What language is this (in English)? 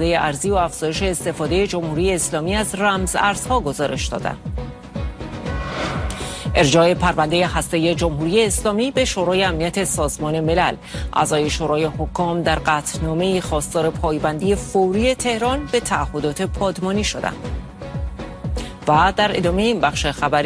Persian